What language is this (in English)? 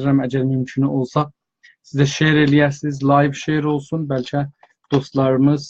South Azerbaijani